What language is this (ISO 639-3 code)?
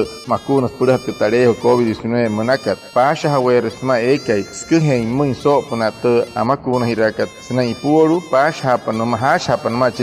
guc